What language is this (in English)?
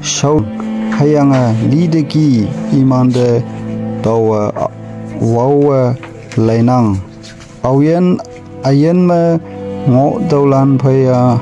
Konyak Naga